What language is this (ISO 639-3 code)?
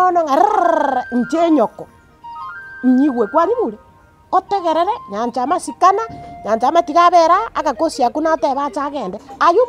guz